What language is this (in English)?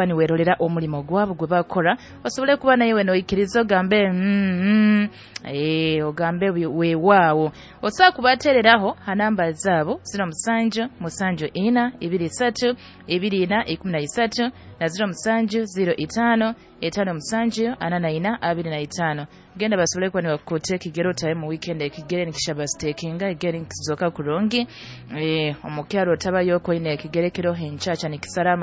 Nyoro